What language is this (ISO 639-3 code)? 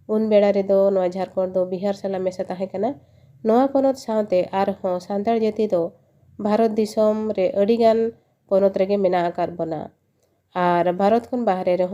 sat